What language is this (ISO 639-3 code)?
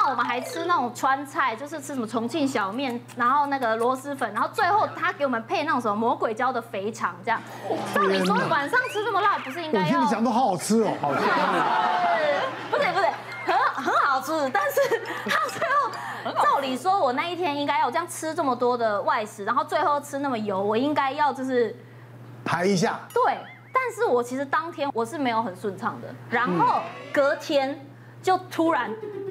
zho